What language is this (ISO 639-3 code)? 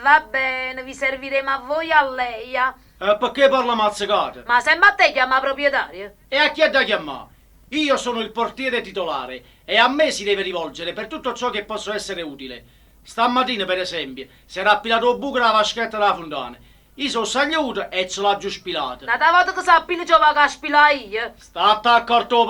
nap